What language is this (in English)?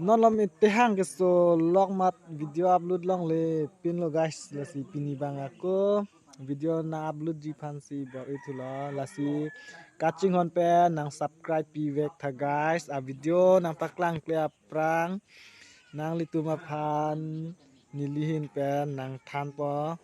Karbi